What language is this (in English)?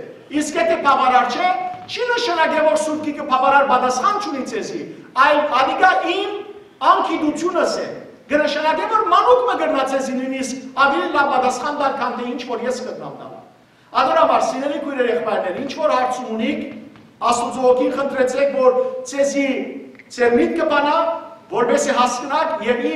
Western Armenian